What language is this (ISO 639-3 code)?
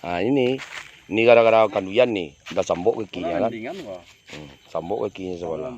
min